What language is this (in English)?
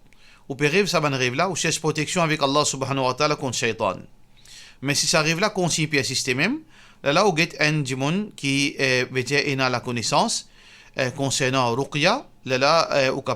Morisyen